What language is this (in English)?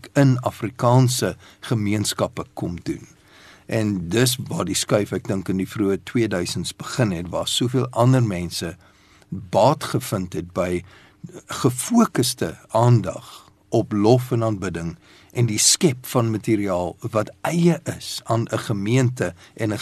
Afrikaans